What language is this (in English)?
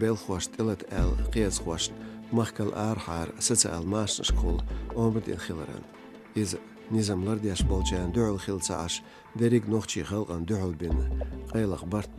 Chechen